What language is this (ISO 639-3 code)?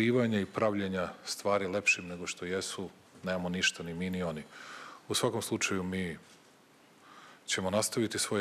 srp